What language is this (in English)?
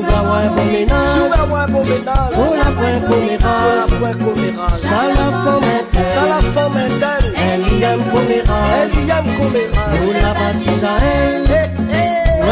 Réunion Creole French